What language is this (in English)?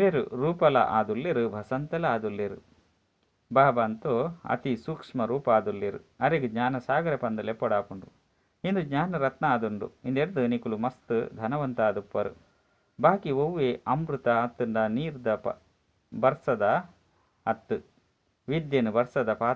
Tulu